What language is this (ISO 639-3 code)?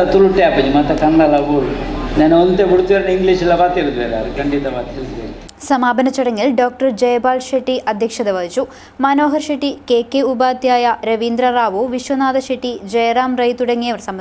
mal